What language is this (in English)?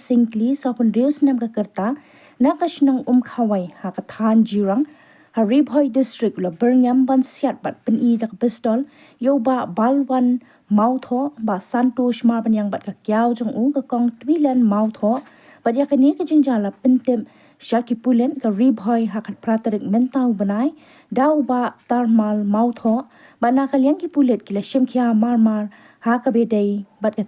Khasi